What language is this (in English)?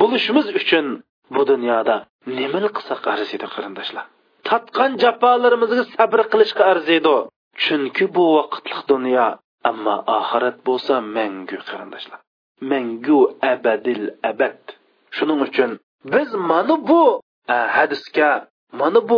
Uyghur